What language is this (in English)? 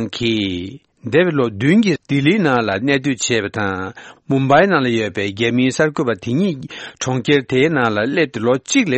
Tibetan